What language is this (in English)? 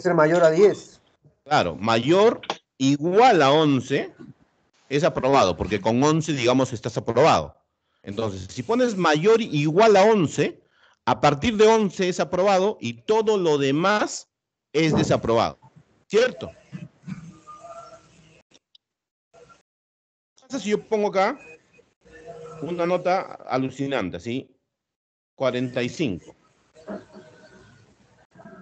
Spanish